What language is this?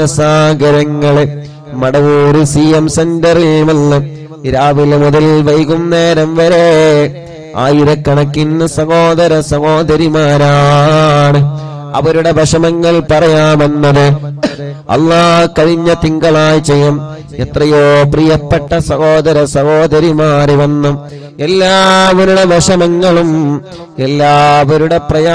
Malayalam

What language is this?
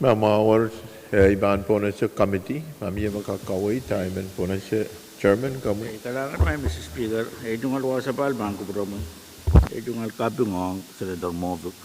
Pohnpeian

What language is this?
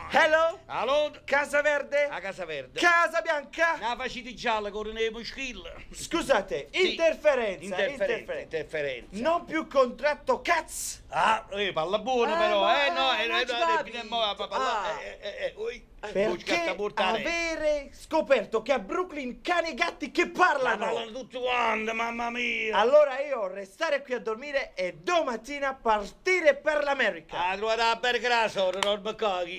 Neapolitan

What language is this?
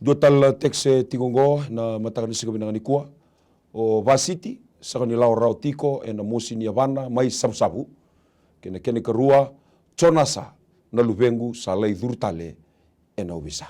Fijian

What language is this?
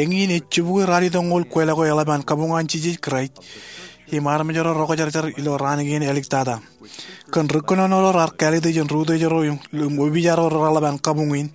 Marshallese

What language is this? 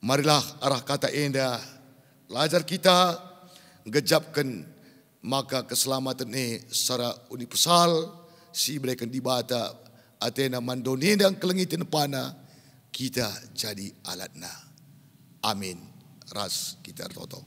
Batak Karo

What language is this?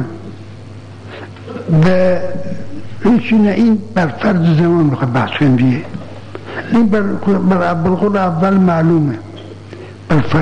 Persian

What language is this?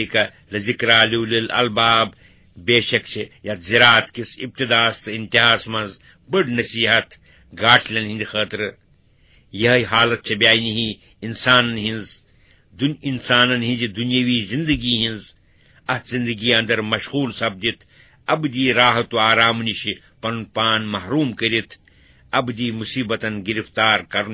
Kashmiri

